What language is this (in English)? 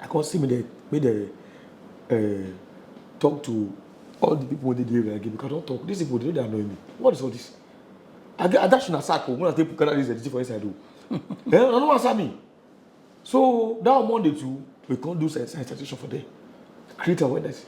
Nigerian Pidgin